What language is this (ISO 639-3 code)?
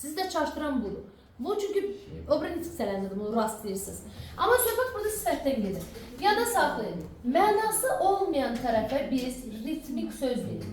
aze